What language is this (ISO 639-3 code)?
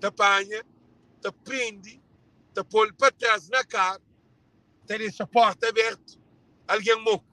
kea